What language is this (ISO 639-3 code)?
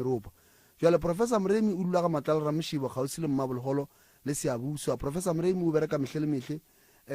nso